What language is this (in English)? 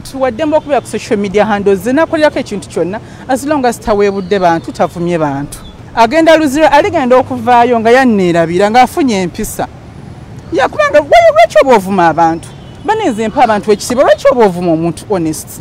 Ganda